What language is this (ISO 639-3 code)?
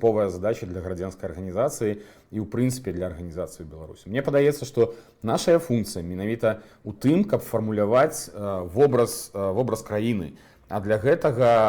bel